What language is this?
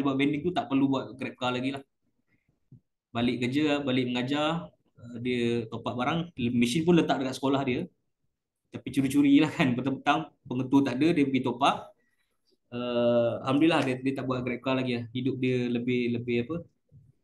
Malay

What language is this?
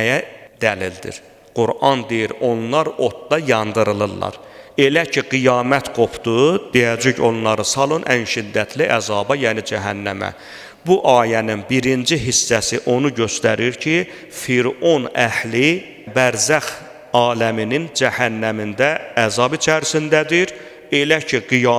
Azerbaijani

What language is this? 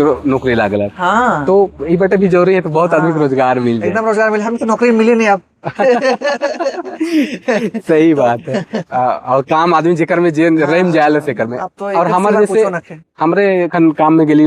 Sadri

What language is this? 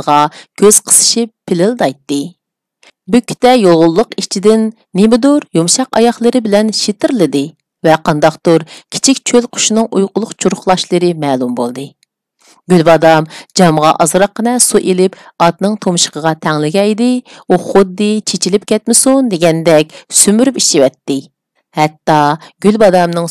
Uyghur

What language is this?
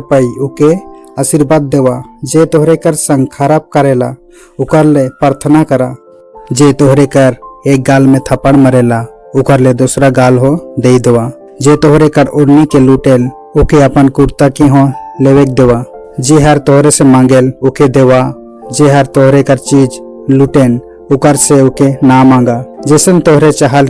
Sadri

